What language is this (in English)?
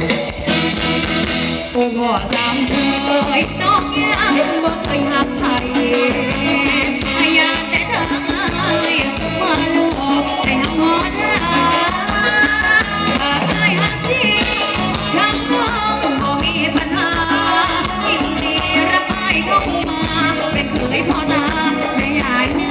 Thai